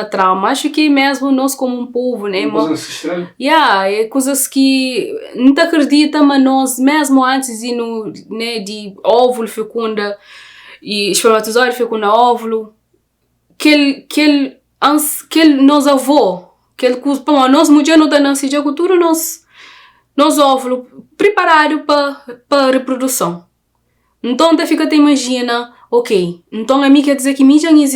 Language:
Kabuverdianu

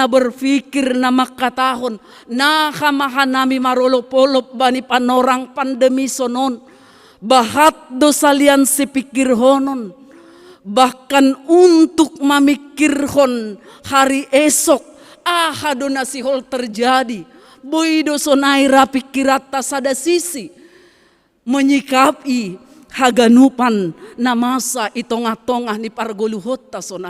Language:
Batak Simalungun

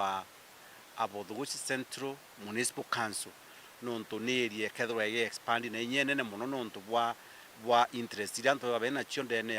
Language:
Meru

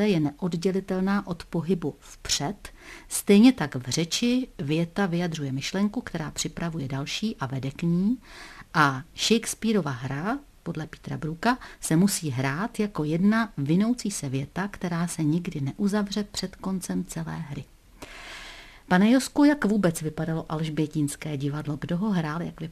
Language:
Czech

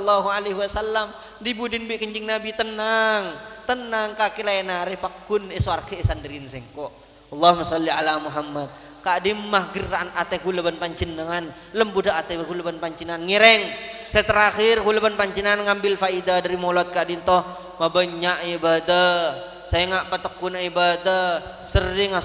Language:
Madurese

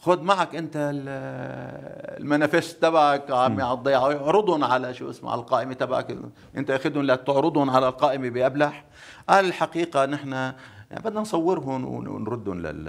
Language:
North Levantine Arabic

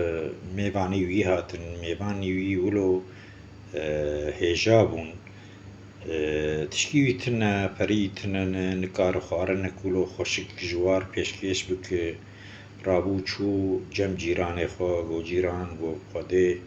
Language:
Kurdish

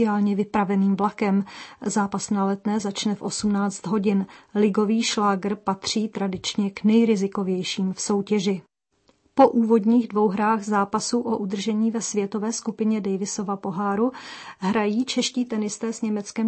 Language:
Czech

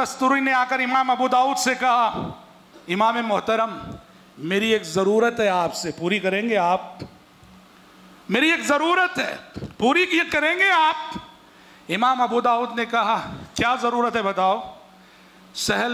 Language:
Urdu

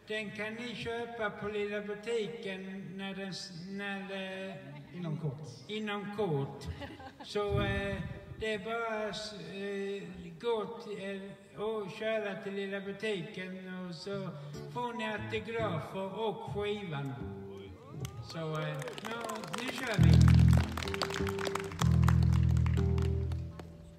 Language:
Swedish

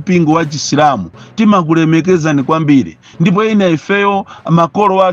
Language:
Nyanja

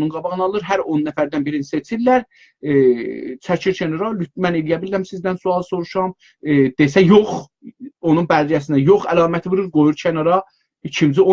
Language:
South Azerbaijani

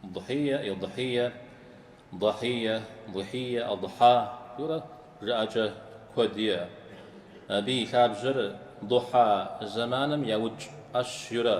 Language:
Kabardian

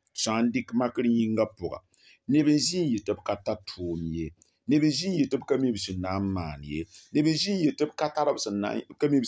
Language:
Mossi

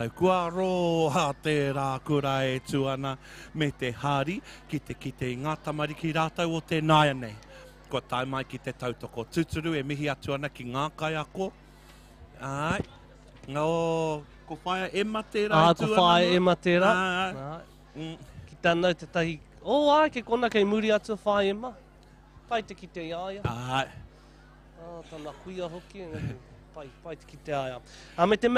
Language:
Māori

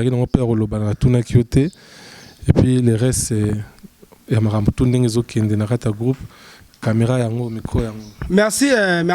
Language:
Lingala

